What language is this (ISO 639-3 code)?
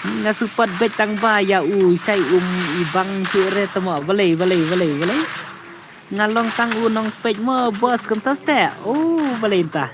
kha